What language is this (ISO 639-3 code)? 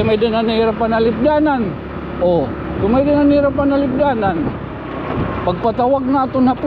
war